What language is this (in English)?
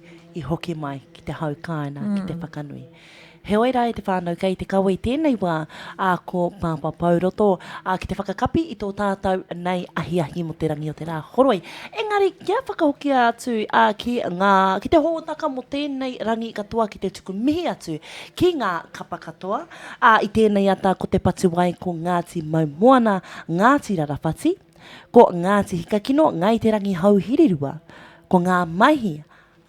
Māori